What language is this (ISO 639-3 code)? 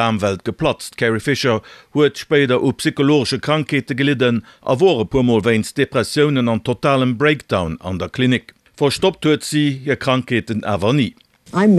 ltz